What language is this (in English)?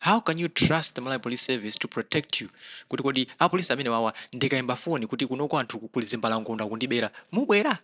Nyanja